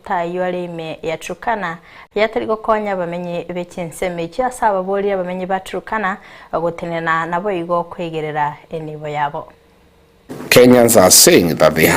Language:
Gusii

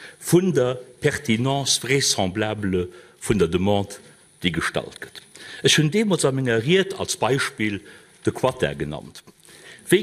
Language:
Luxembourgish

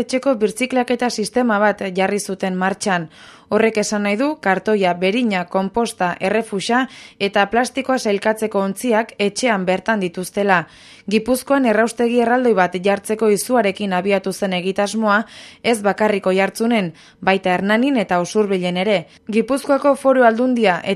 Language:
Basque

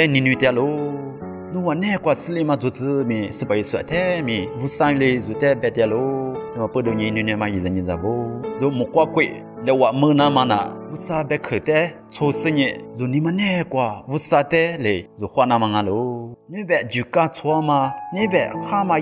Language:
Lisu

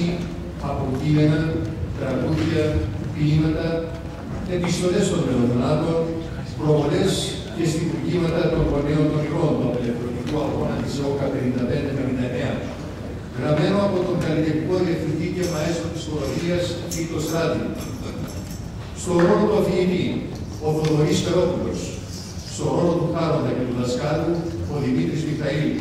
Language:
Greek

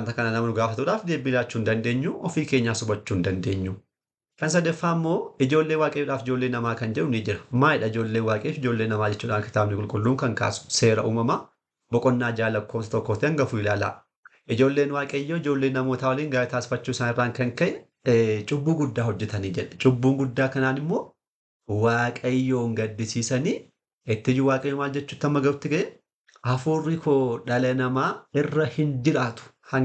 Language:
Oromo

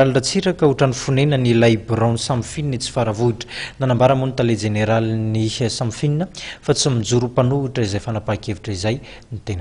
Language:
Malagasy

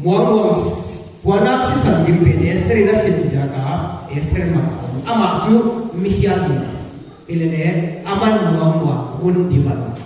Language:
Paite Chin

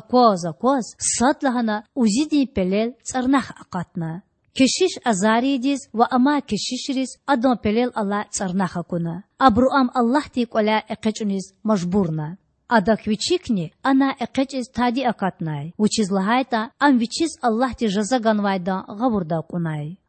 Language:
Lezghian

